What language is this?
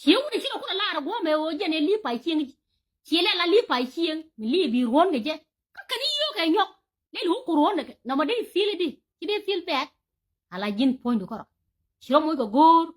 Nuer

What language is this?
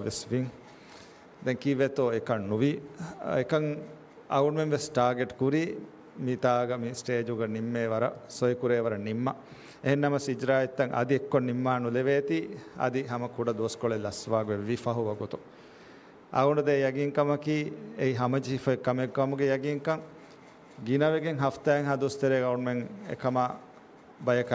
Divehi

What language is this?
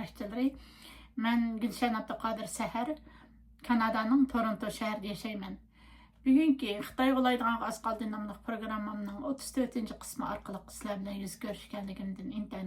Uyghur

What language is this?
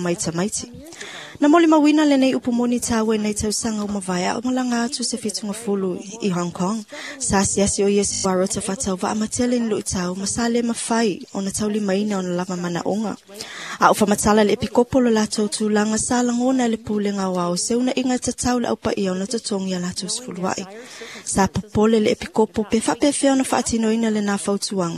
Samoan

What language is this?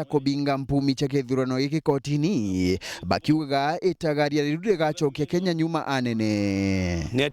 Meru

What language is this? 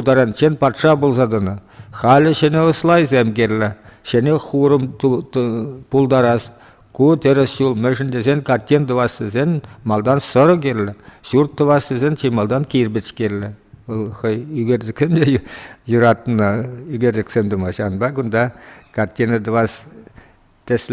Chuvash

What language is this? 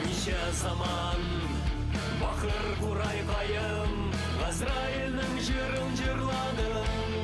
Bashkir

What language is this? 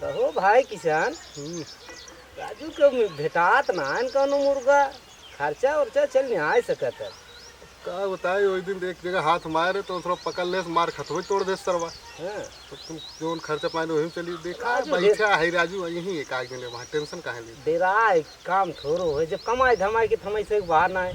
Awadhi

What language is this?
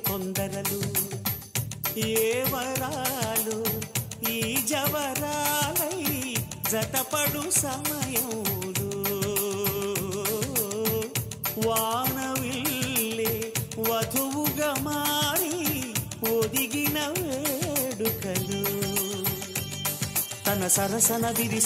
Telugu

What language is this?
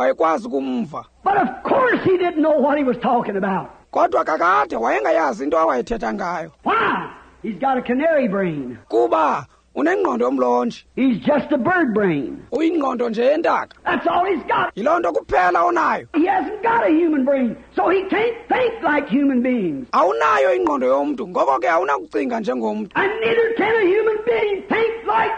Xhosa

